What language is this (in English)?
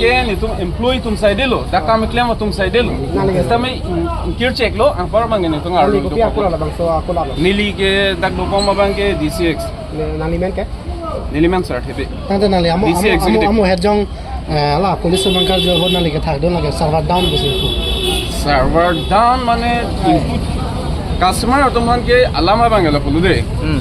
Karbi